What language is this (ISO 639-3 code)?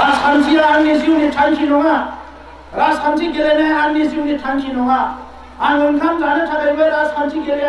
brx